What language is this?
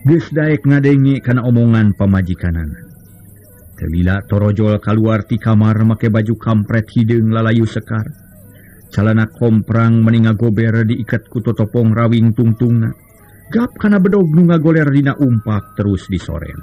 Sundanese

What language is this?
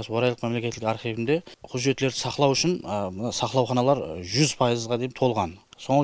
Kara-Kalpak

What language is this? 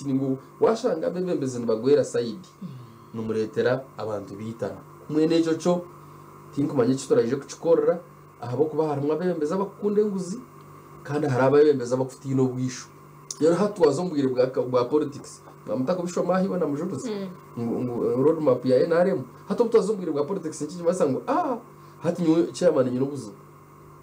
Nyankole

